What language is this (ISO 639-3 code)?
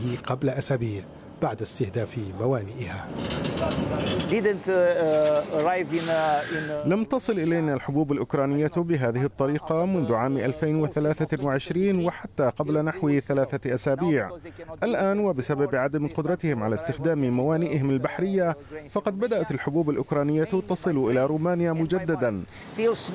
ara